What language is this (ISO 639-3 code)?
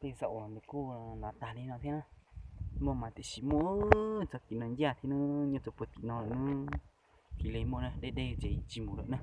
hmn